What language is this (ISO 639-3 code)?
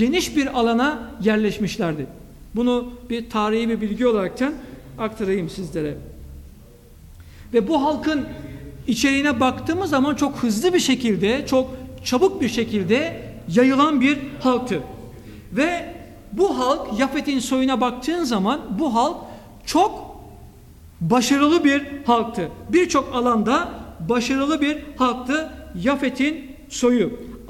tur